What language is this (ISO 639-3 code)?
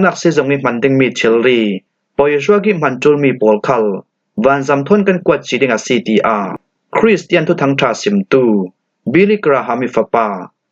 cfm